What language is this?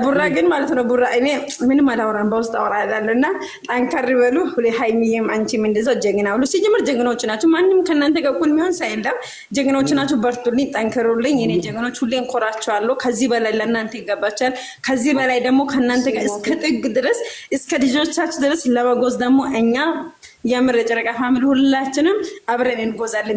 Amharic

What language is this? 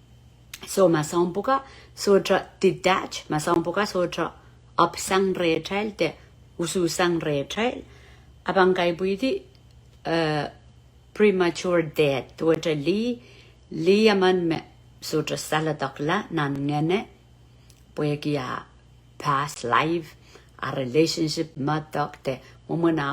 Pohnpeian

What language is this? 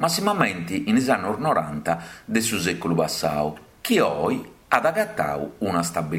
Sardinian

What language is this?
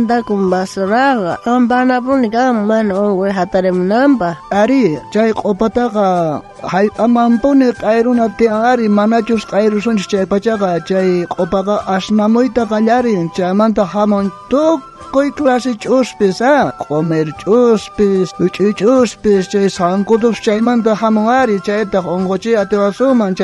South Bolivian Quechua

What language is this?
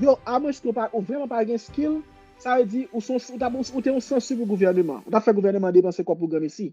Haitian Creole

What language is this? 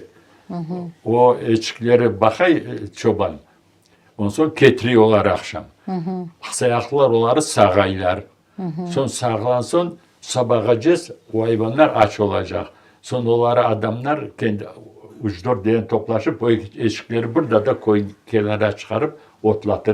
Crimean Tatar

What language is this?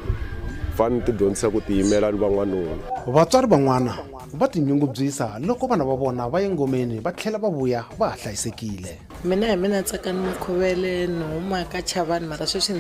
Tsonga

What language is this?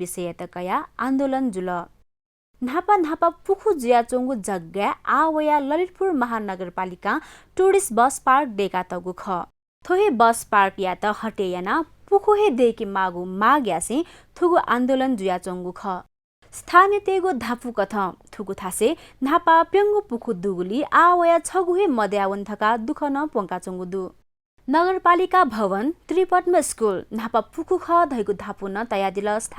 Newari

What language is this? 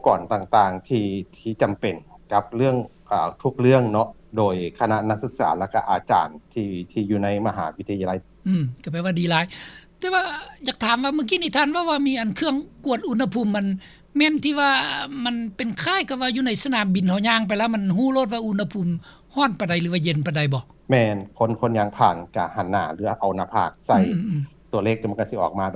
Lao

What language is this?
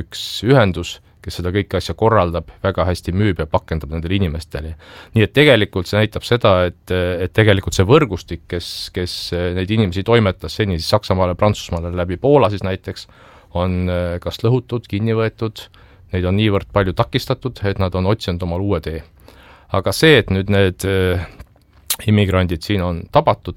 Estonian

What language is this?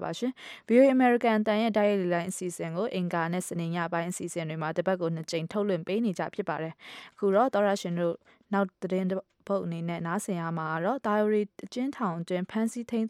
Burmese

